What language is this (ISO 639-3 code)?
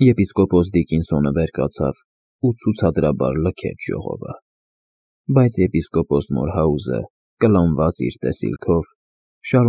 hye